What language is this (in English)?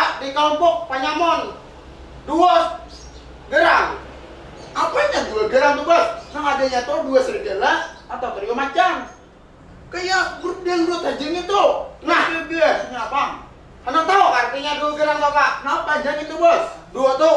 Banjar